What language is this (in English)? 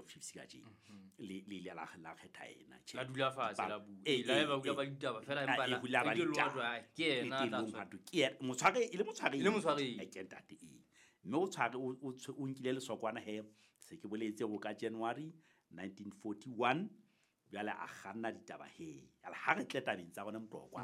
Southern Sotho